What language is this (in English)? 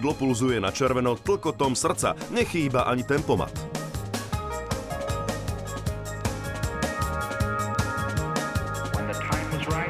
Slovak